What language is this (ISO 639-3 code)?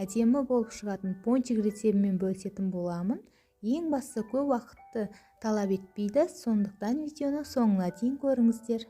kaz